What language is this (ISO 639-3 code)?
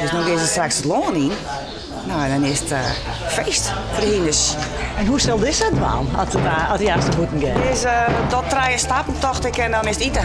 fry